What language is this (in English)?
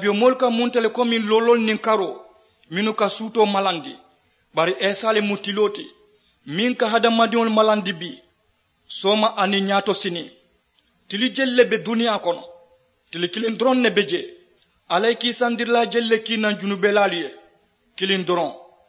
Mandingo